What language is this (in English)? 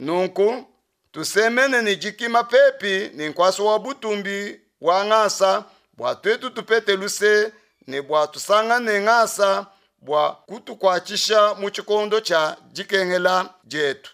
Luba-Lulua